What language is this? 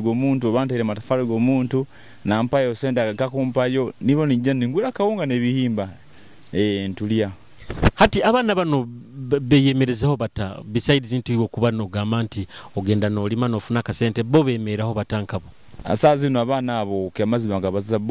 Nyoro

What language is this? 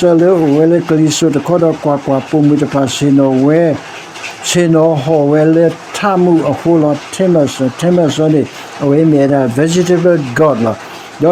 S'gaw Karen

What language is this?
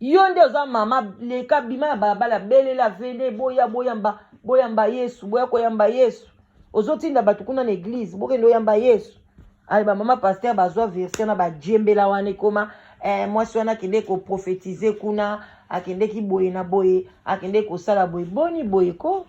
Lingala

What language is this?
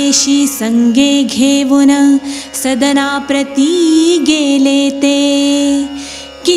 Marathi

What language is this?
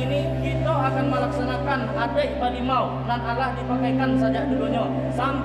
Minangkabau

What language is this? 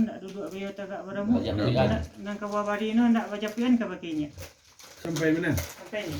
Minangkabau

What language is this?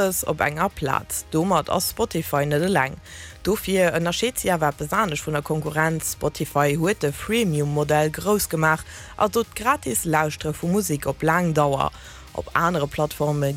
Luxembourgish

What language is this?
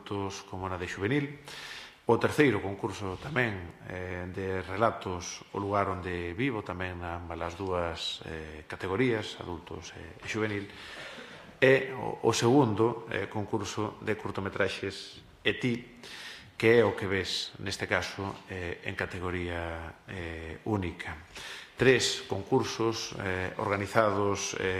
Galician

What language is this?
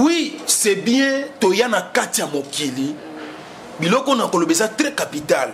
Lingala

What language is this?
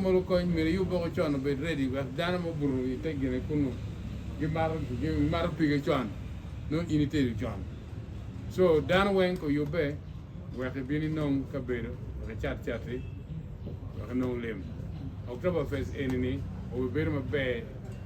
Acoli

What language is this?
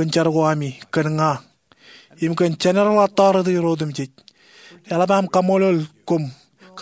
Marshallese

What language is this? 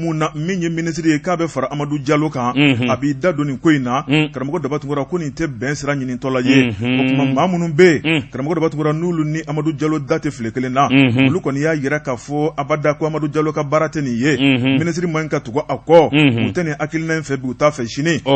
Bambara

